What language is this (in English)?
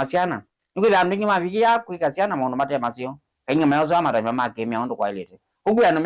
Kamba